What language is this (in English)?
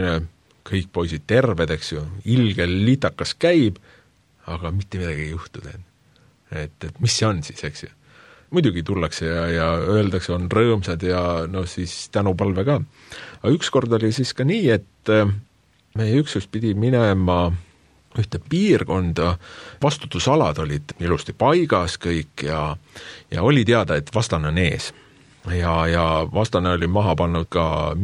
Estonian